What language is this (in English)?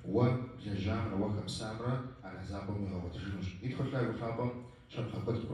Kabardian